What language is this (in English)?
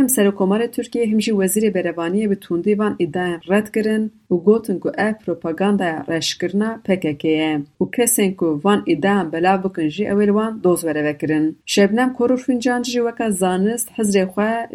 Kurdish